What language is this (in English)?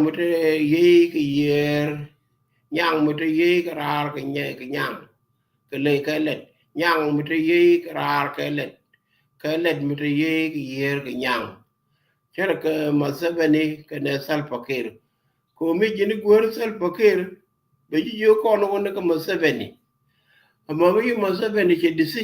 Nuer